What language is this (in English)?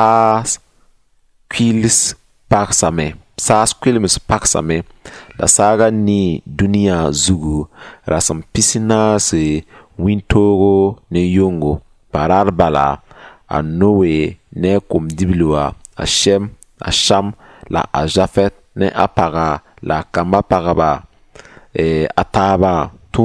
Mossi